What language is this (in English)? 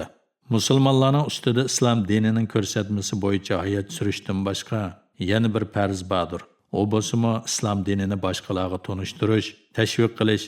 Uyghur